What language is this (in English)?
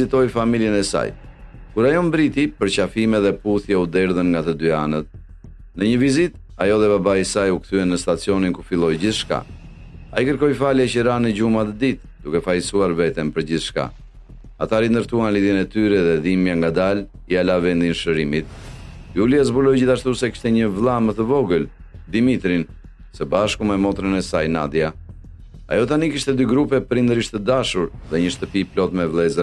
Albanian